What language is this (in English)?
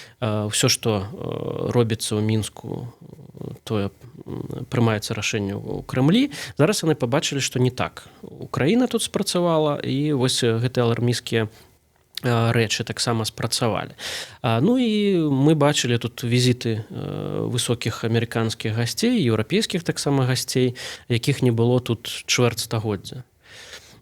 Belarusian